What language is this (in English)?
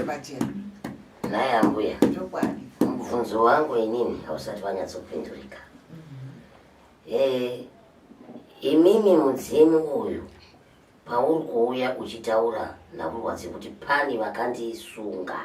Shona